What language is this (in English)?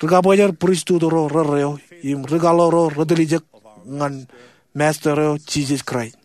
Marshallese